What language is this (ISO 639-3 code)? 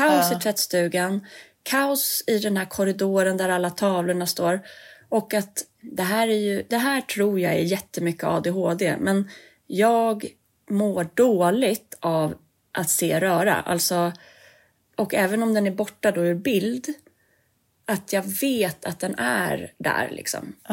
swe